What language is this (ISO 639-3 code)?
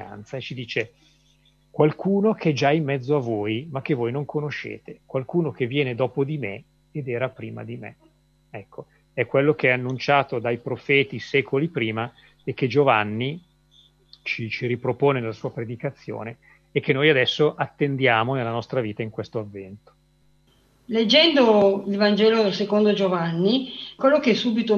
ita